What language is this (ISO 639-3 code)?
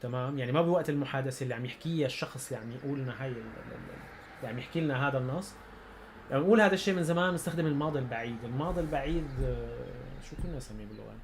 apc